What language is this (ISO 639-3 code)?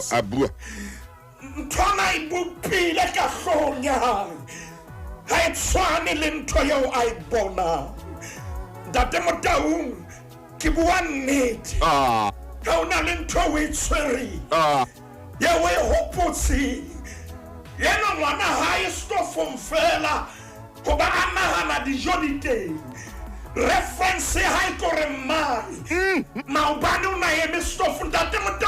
sot